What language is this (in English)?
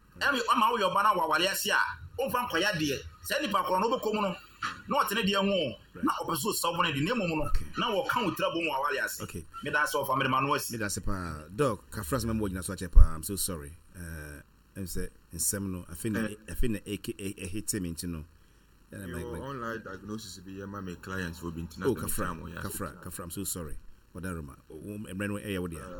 Akan